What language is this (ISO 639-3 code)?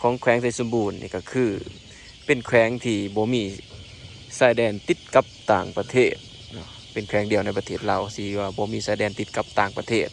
lao